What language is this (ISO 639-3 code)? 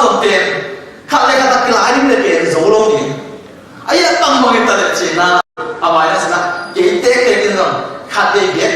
ctd